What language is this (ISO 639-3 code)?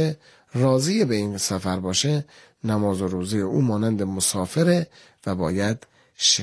fas